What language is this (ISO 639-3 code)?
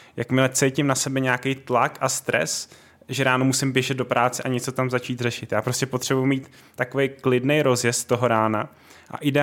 ces